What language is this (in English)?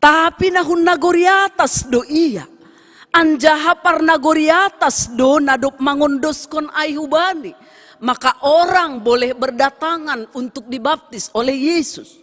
Batak Simalungun